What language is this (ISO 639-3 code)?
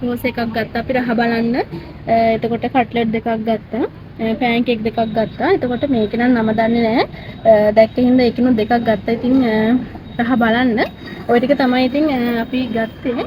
sin